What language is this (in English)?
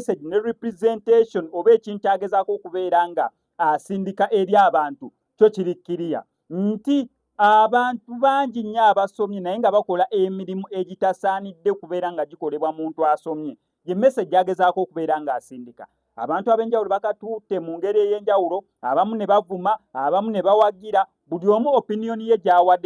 Ganda